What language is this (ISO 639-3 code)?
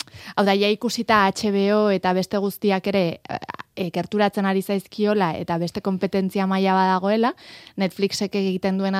eus